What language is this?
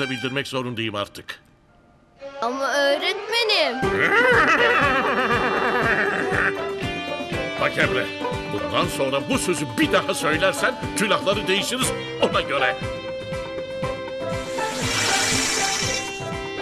Turkish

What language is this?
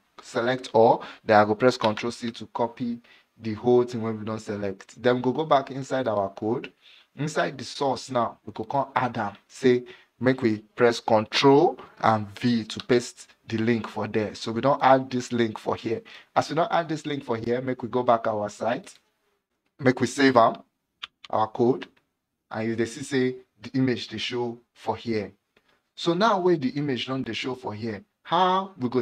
Nigerian Pidgin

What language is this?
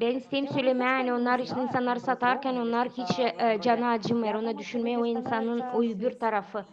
Gagauz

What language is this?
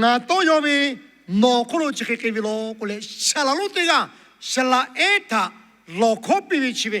Lahu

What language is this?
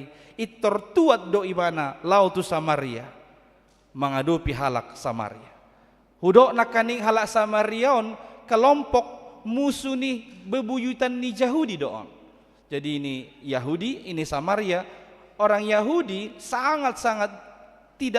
Batak Toba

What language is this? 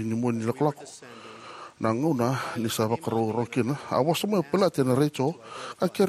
Fijian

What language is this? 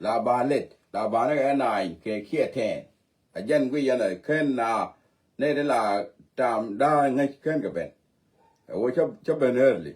Nuer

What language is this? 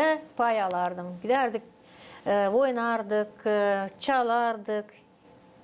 Gagauz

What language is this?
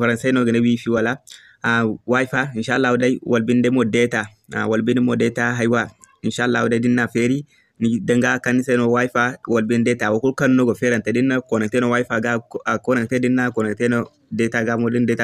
Zarma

